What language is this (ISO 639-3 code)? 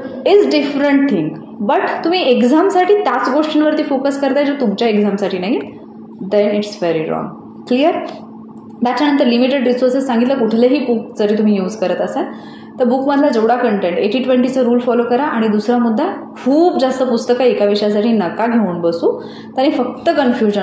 mar